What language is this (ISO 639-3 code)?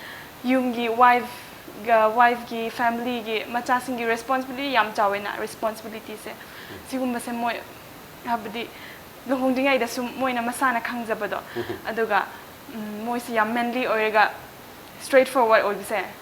mni